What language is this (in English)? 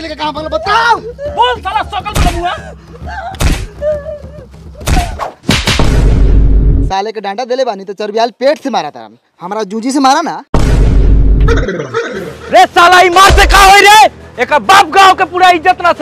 Bhojpuri